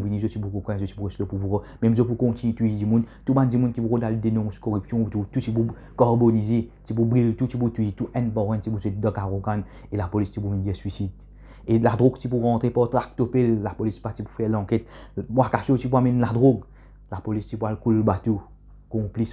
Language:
Morisyen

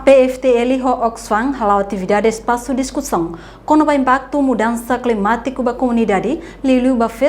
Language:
Tetum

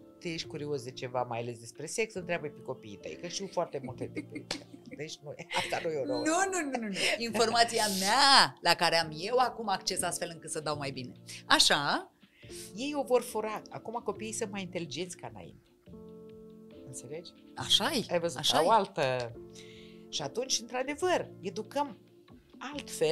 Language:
Romanian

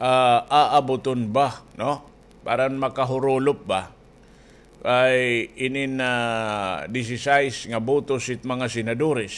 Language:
Waray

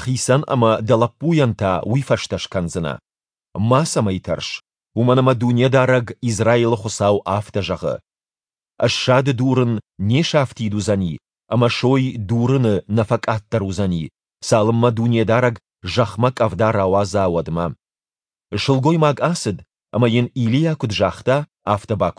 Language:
Ossetic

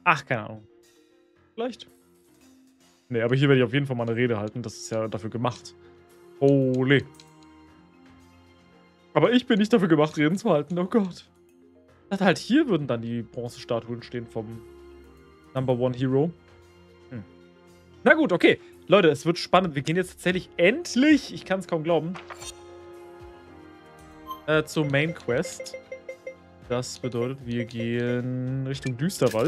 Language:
German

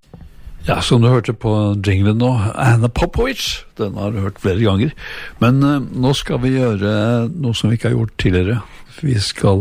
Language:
Norwegian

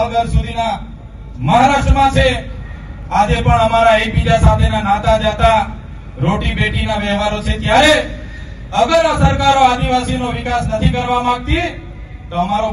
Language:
Gujarati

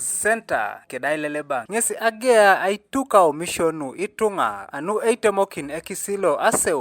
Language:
Teso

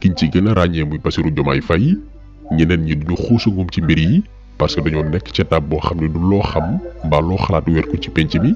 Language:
Wolof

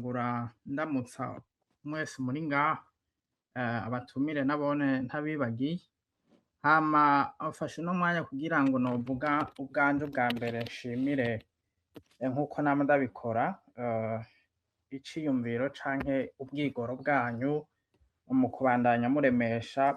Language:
Rundi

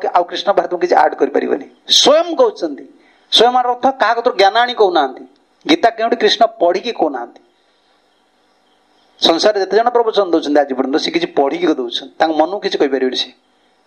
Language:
Odia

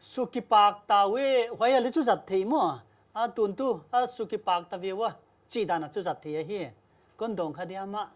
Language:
Paite Chin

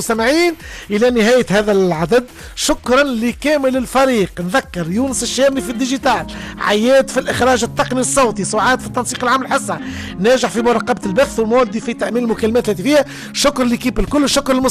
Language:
Tunisian Arabic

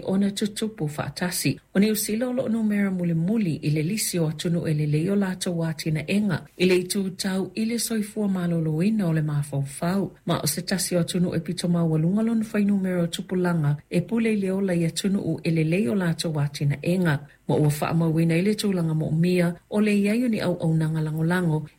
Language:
Samoan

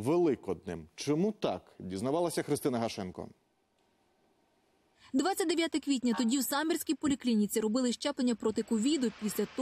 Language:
Ukrainian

